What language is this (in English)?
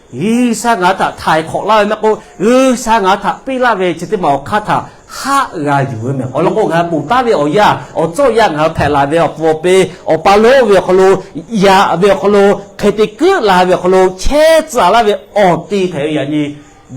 Lahu